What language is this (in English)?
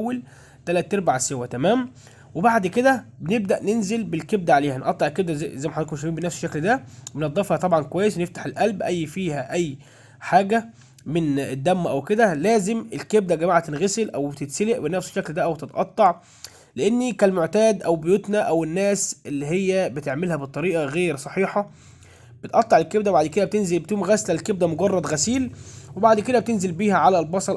Egyptian Arabic